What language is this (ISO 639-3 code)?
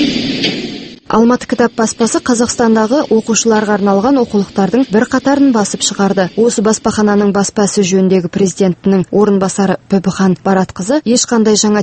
kaz